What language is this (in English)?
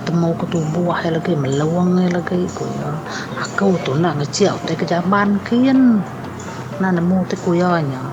Iban